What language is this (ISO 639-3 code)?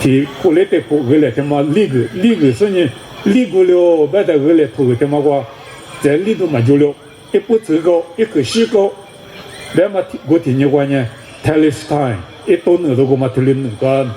lis